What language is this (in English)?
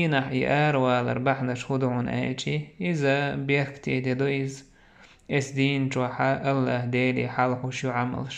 Chechen